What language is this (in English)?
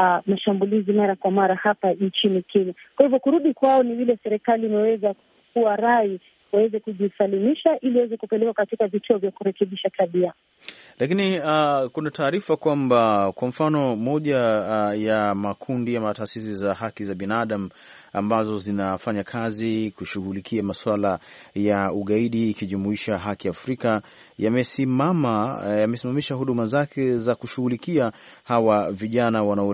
Swahili